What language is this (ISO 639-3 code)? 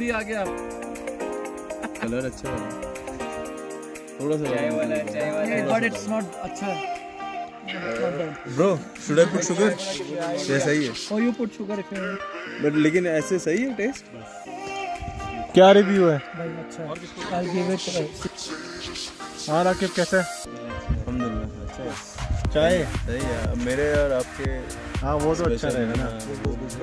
hin